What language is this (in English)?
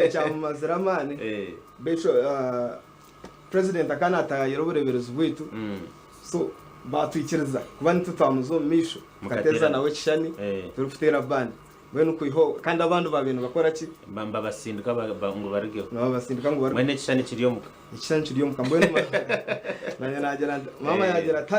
Nyankole